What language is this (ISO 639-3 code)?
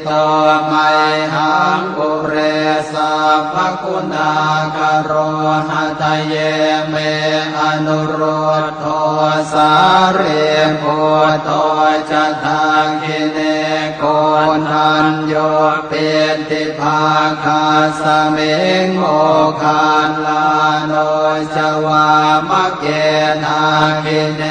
pli